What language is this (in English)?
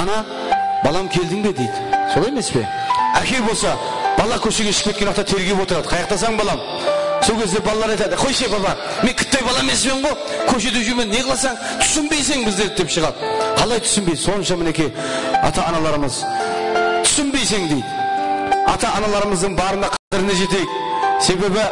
Kara-Kalpak